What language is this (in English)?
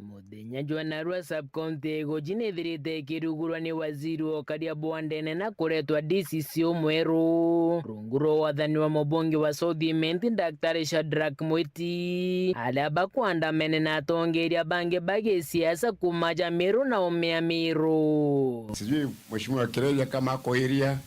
Meru